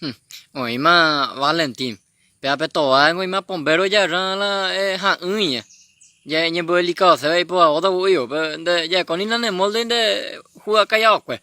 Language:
Guarani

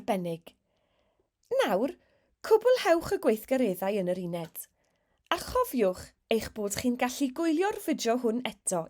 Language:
Welsh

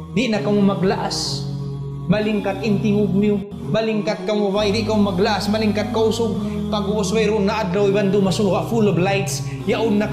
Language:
Tausug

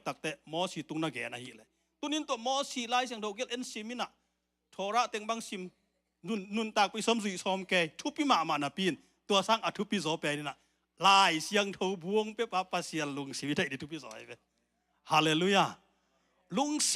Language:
Tedim Chin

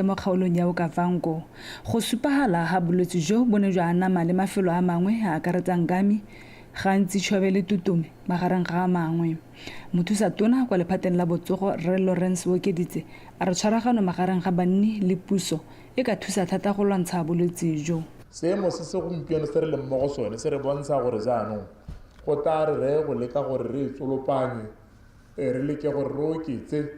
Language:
Tswana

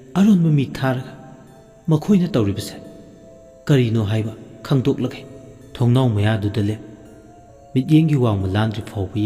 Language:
Manipuri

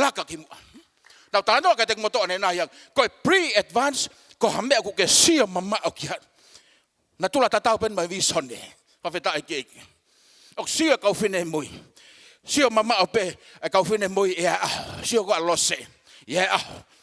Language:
Tongan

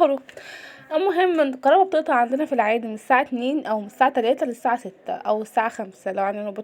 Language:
Egyptian Arabic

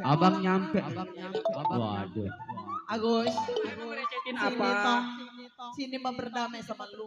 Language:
Betawi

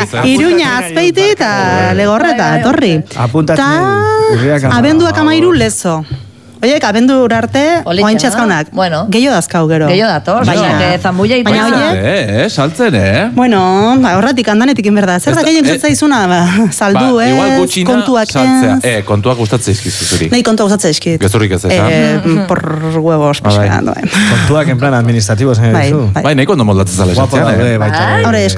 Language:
Basque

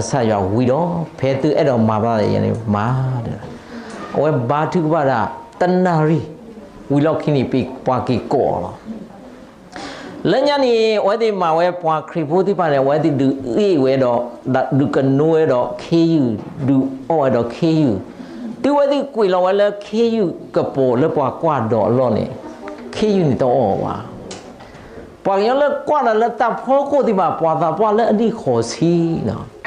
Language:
S'gaw Karen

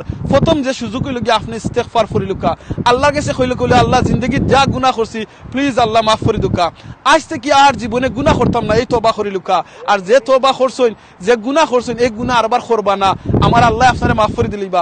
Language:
Sylheti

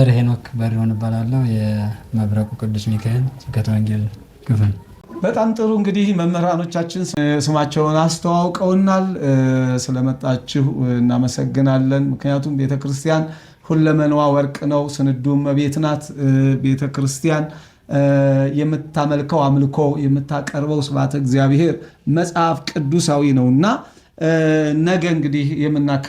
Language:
Amharic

